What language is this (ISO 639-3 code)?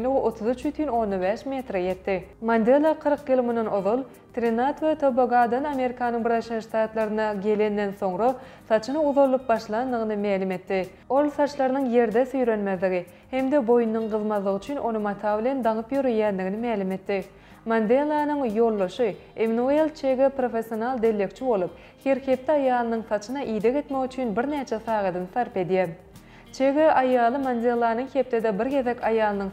tuk